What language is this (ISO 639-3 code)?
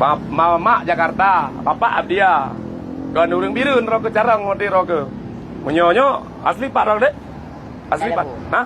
ace